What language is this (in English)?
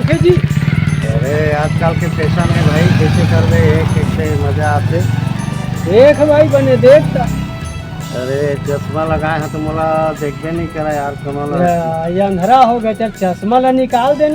Chhattisgarhi